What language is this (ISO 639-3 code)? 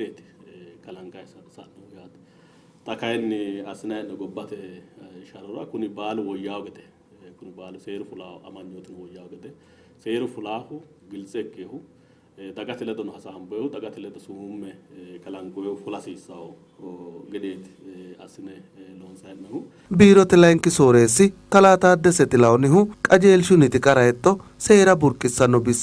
sid